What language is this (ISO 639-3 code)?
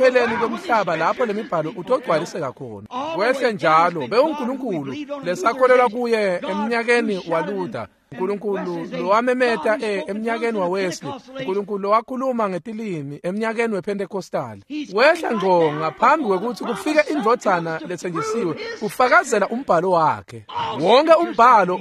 ssw